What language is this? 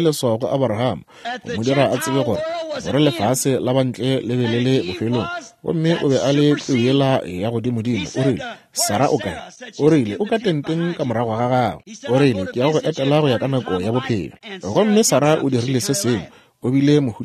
Northern Sotho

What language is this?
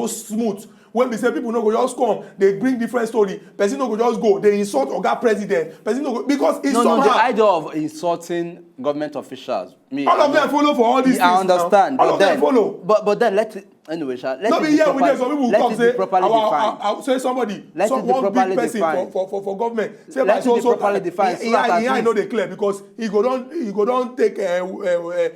Nigerian Pidgin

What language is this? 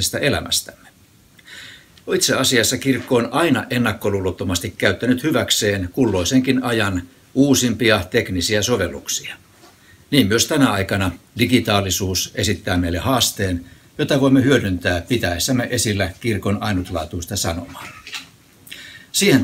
Finnish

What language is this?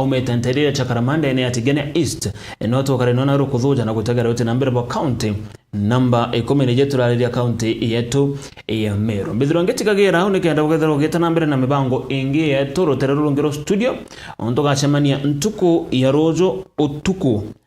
Meru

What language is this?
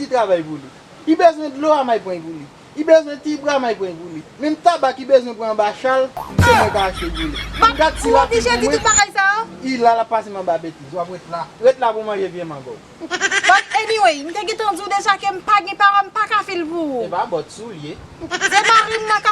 Haitian Creole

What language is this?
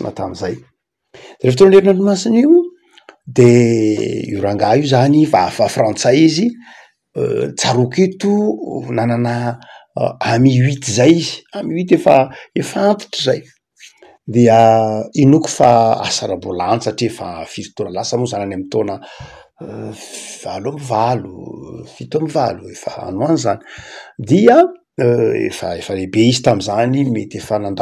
Malagasy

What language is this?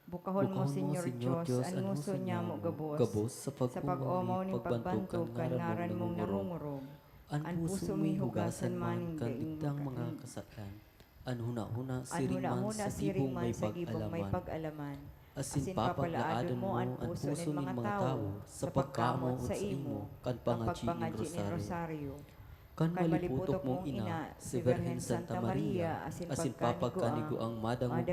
Bikol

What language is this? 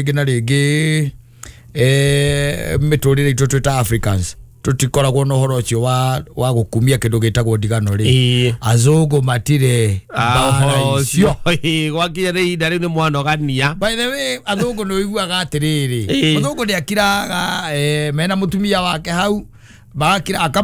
Kikuyu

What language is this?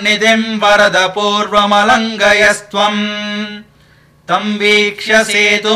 Sanskrit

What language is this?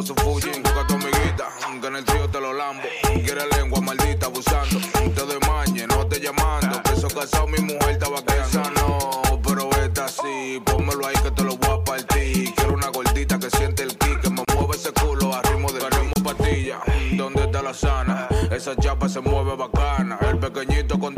Spanish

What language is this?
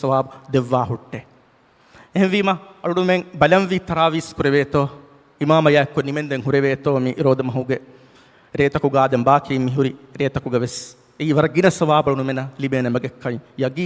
Divehi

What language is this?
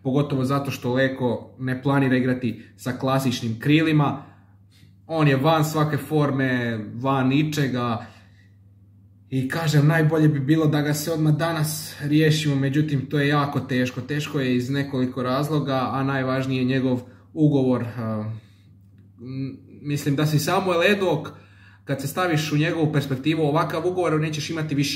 Croatian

